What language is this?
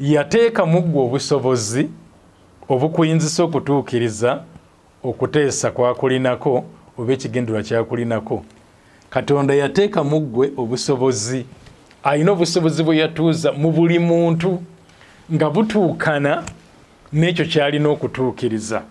Ganda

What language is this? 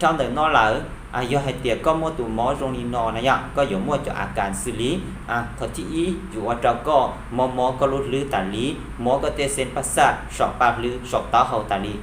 Hmong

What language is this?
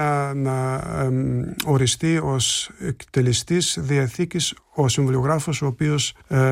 Greek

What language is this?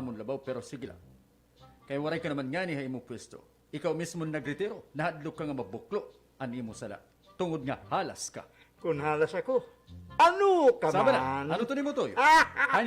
Waray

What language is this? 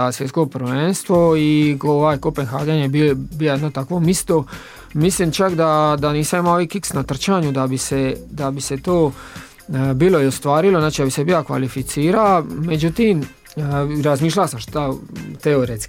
Croatian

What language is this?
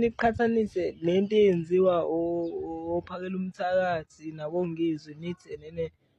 Zulu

